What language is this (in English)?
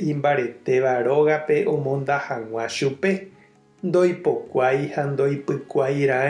Guarani